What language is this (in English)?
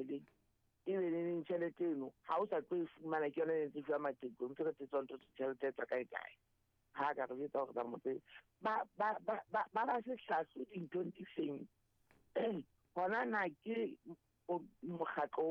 Southern Sotho